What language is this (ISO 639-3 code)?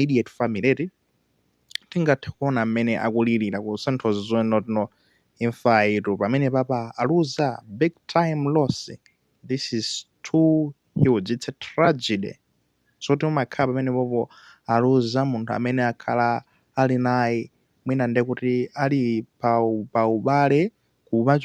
nya